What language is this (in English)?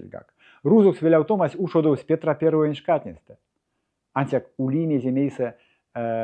Erzya